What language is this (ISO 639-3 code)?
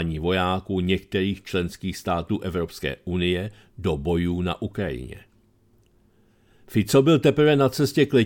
ces